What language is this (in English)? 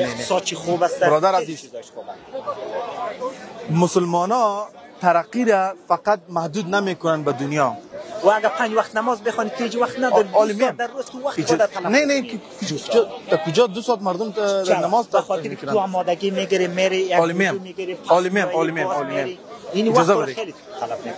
Persian